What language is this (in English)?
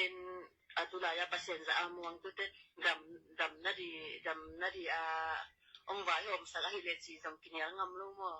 Tedim Chin